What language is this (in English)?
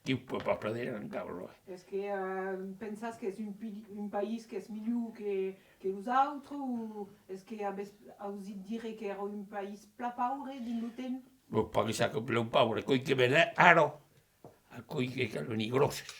Occitan